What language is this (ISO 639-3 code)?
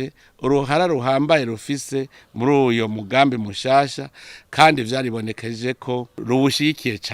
run